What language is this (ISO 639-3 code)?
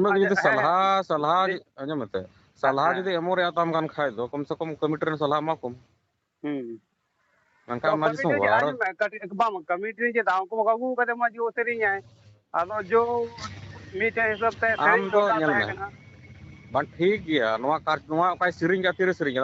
sat